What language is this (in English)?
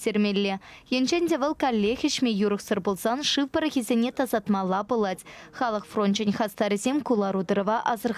Chuvash